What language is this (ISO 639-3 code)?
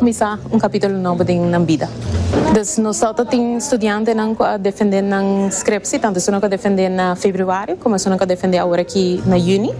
pap